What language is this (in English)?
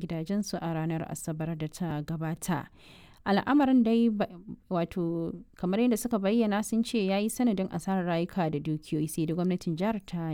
Hausa